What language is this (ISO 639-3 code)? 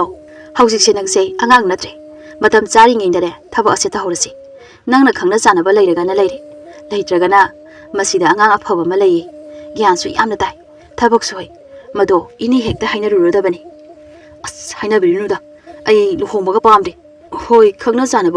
mni